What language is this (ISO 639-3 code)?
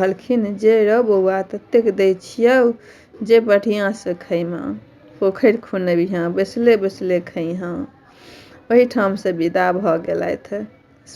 mai